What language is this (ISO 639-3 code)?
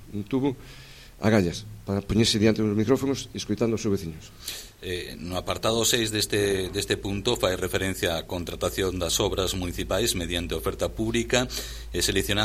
glg